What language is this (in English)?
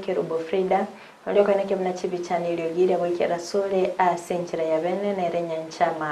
Gusii